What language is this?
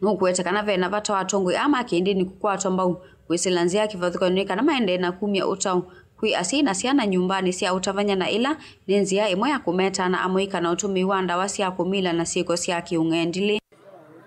Kamba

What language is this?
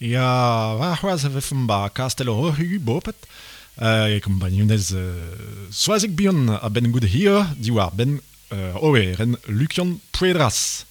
Breton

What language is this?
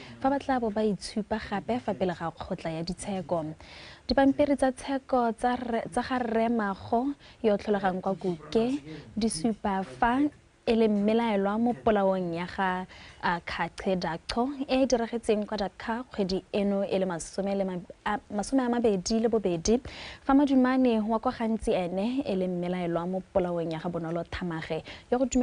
Tswana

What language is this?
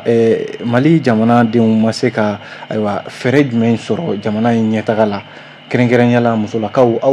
Bambara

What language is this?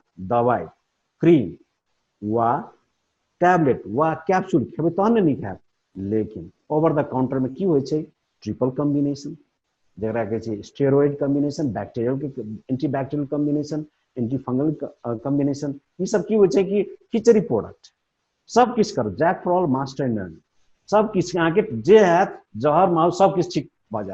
Maithili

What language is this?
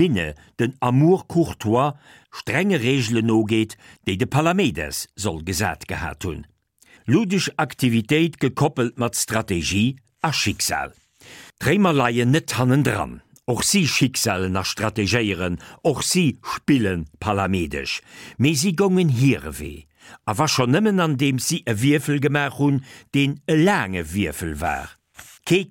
Luxembourgish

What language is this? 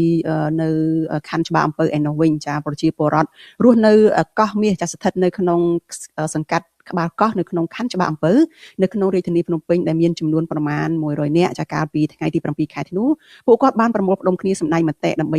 Khmer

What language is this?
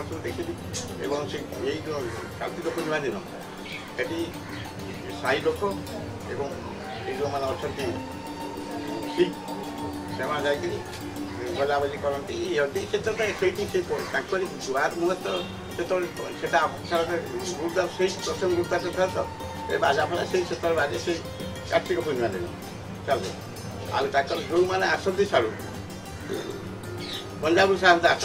Odia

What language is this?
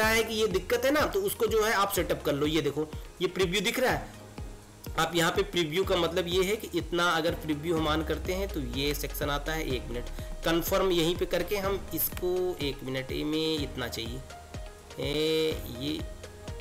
Hindi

